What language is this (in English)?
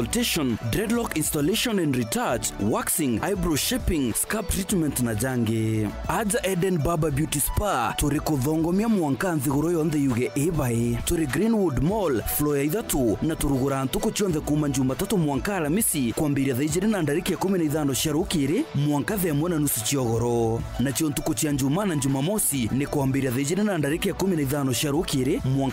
Meru